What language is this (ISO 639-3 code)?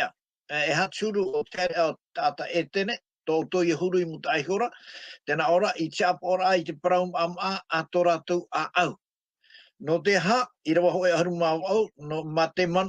tah